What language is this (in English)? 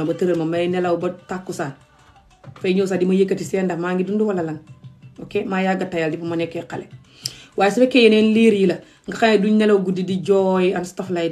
Wolof